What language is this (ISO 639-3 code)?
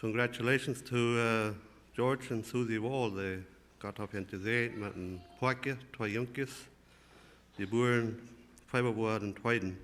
pdt